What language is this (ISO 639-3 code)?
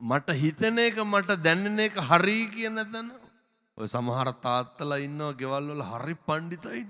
sin